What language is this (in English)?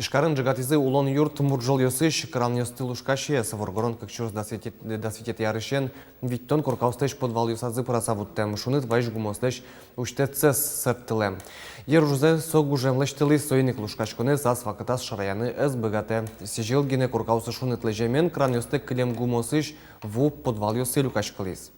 Udmurt